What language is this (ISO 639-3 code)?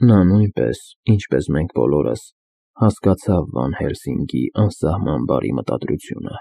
hye